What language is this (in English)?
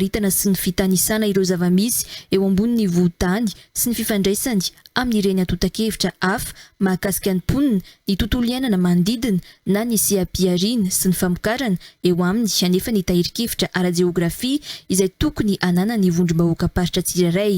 Malagasy